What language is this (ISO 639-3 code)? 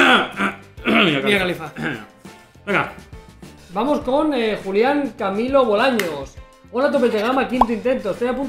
spa